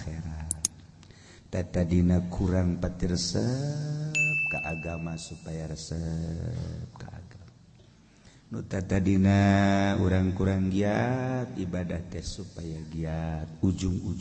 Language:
Sundanese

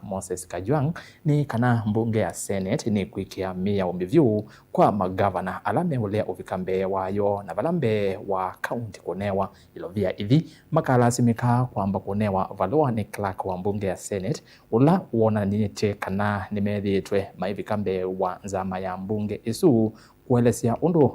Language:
Kamba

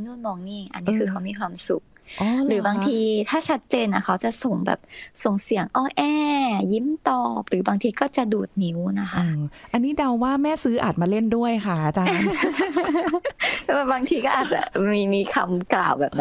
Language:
Thai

